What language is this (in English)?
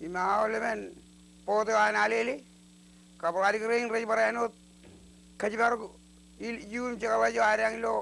Marshallese